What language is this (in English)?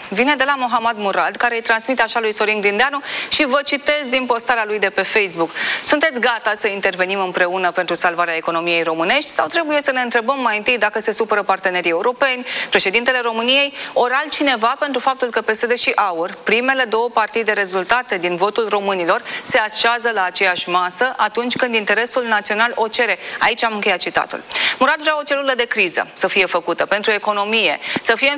Romanian